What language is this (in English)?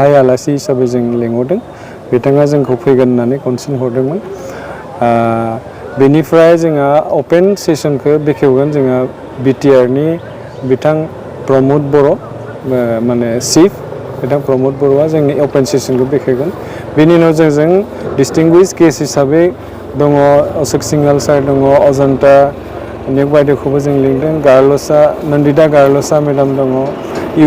Bodo